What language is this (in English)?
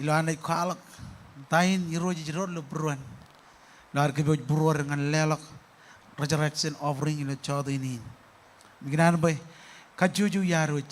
Marshallese